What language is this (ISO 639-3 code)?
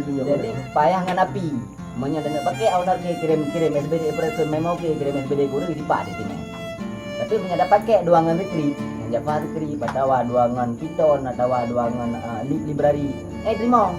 ace